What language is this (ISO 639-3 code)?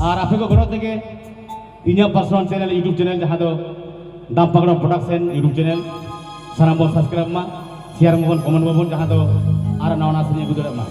sat